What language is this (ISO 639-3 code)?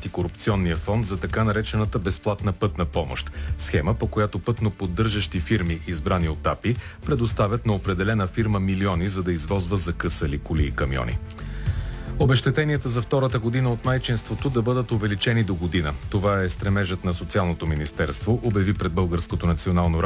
bul